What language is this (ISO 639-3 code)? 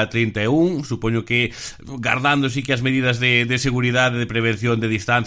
glg